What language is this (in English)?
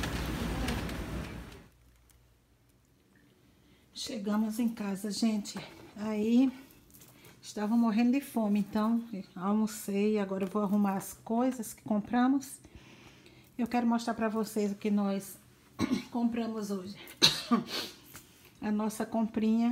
Portuguese